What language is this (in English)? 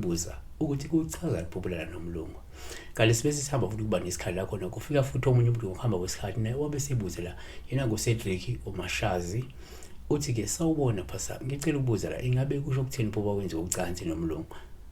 Zulu